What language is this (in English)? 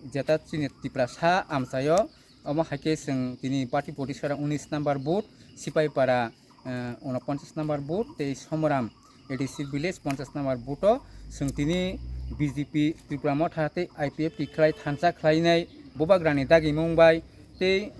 Kok Borok